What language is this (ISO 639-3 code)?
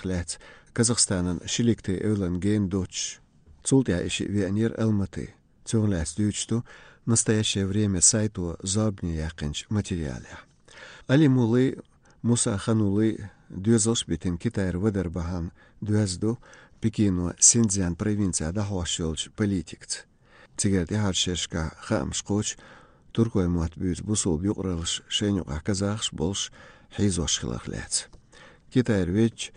che